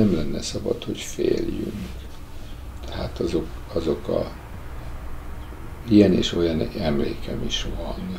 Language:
Hungarian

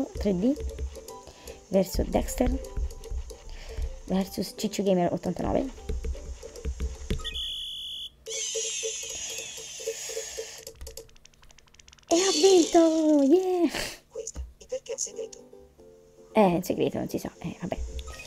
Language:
Italian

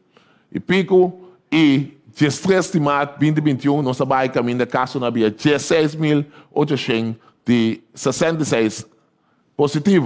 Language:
Papiamento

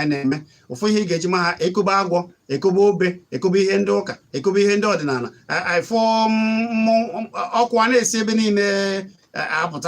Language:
Igbo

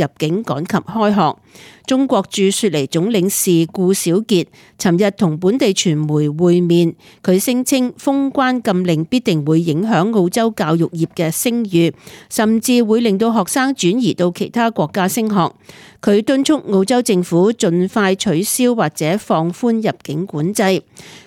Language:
Cantonese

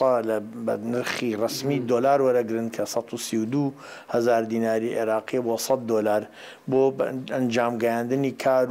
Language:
Central Kurdish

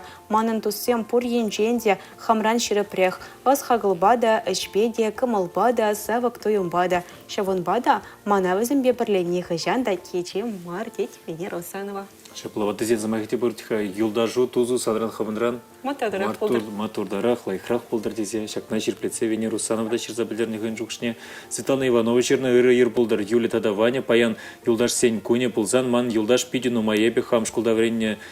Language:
Chuvash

